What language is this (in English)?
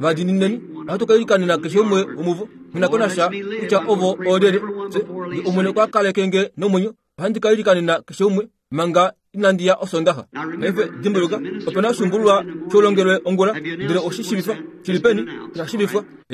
Kuanyama